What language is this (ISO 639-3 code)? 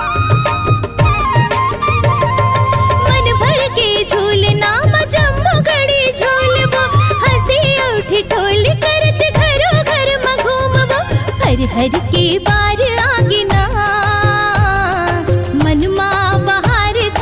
hne